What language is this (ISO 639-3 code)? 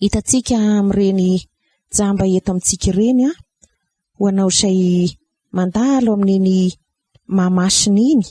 mlg